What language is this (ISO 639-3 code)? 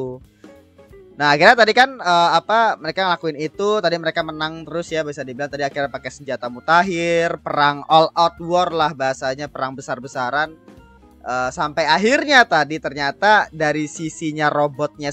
ind